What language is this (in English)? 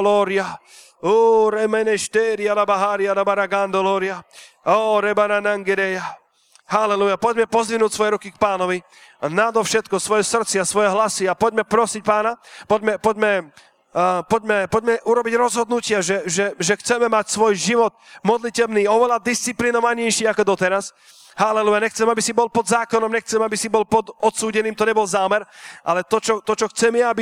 Slovak